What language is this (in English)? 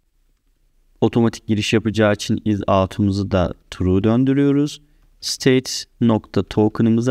Turkish